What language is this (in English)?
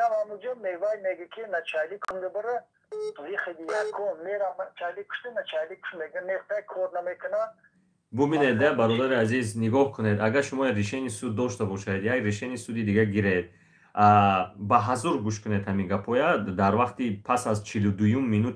Tajik